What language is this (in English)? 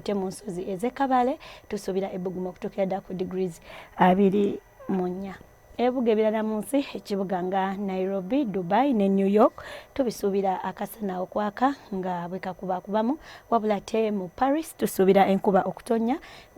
Ganda